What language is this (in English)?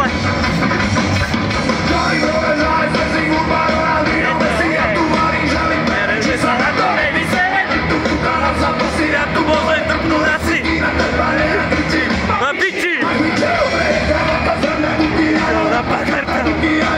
Slovak